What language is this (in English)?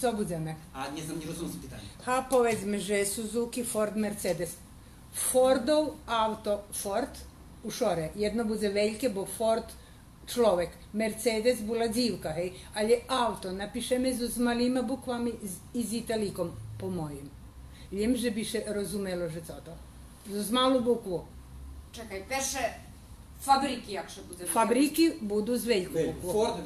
Rusyn